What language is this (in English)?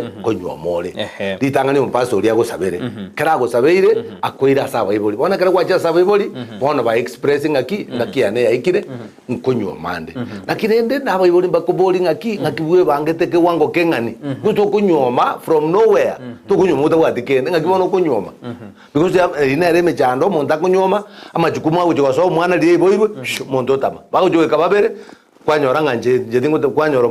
Gusii